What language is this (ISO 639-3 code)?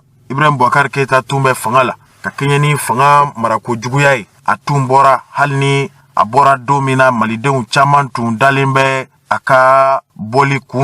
bam